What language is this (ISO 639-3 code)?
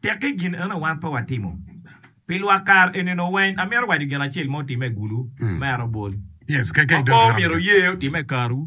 ach